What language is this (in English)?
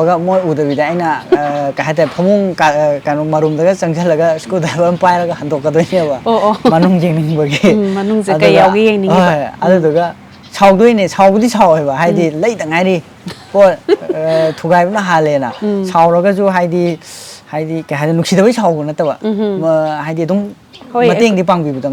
Manipuri